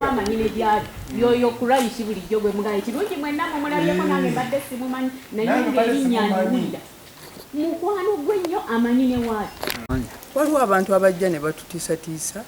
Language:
Ganda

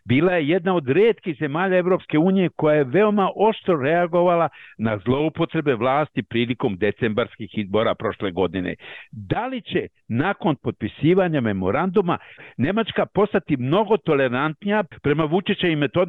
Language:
Serbian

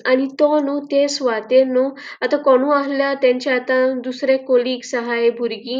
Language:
Konkani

